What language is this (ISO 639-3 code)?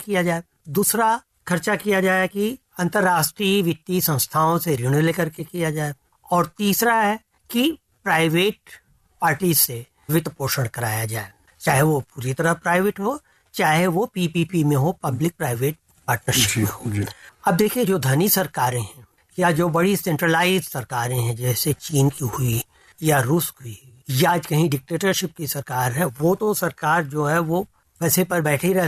hin